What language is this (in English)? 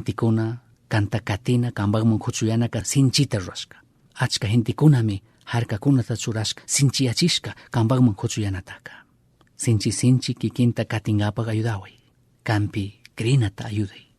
Chimborazo Highland Quichua